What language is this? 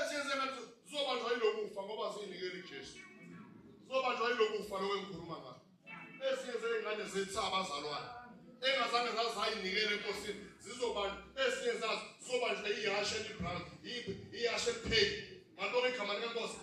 Zulu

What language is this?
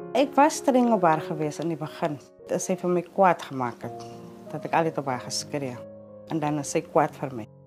Afrikaans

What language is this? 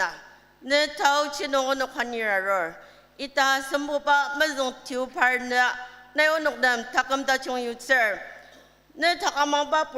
Ao Naga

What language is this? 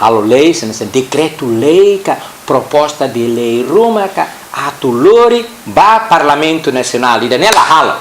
Tetum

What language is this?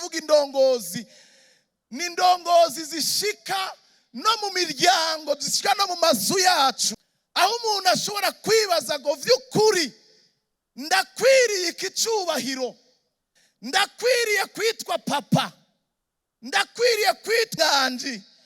Rundi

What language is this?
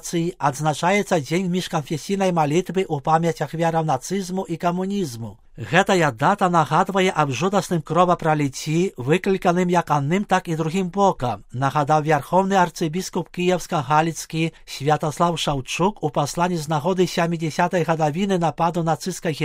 Belarusian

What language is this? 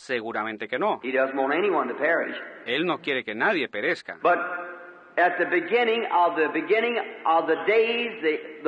Spanish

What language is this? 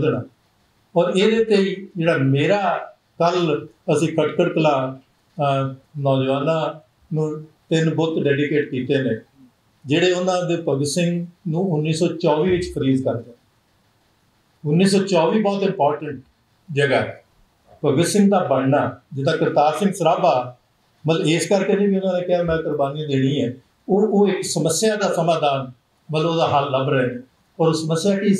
Punjabi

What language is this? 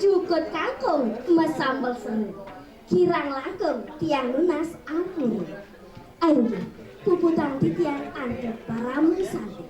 Balinese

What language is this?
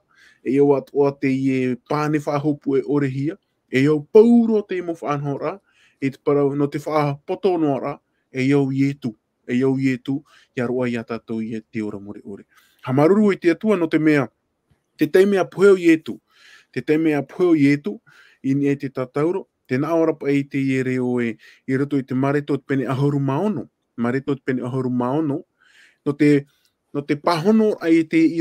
Tahitian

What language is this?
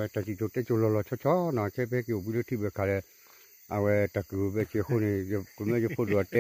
S'gaw Karen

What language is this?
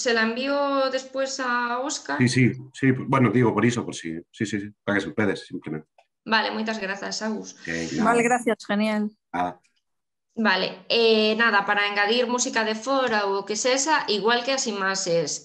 Galician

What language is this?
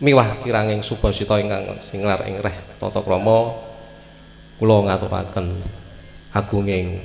Javanese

